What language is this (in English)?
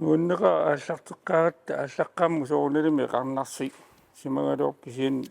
Kalaallisut